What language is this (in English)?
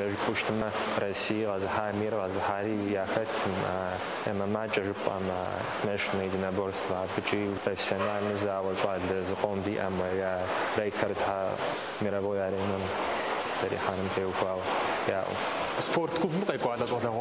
Kabardian